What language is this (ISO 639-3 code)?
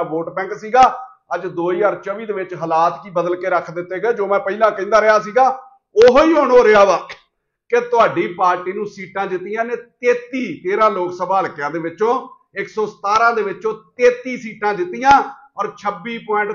pan